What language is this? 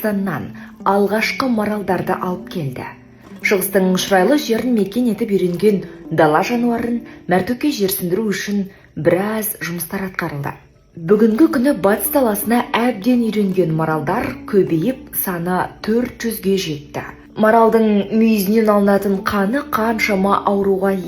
Kazakh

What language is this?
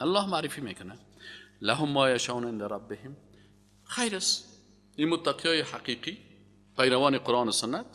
Persian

